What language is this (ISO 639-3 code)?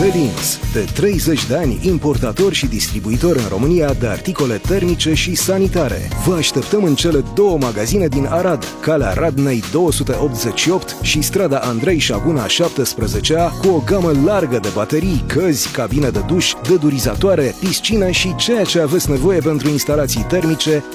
ron